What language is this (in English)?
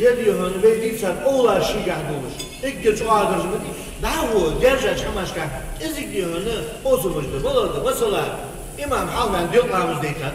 Ingush